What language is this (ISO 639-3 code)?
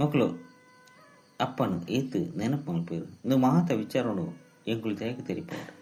tcy